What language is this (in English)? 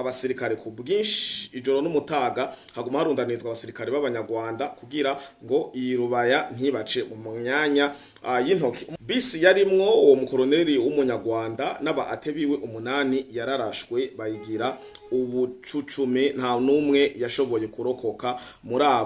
Rundi